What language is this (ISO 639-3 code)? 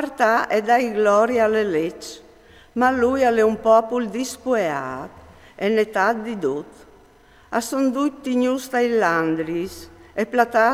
fur